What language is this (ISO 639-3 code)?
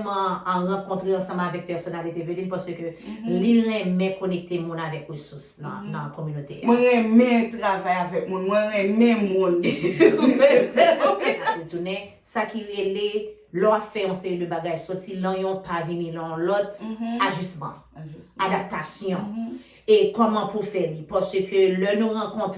hat